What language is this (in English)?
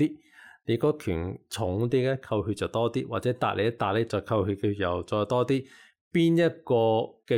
Cantonese